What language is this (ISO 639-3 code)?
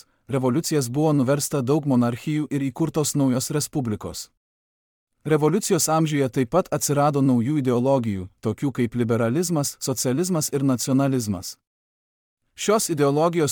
lit